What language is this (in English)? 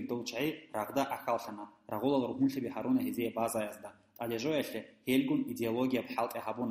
Avaric